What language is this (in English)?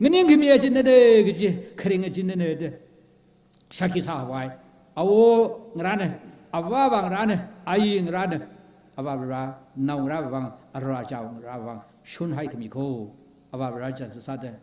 Tangkhul Naga (India)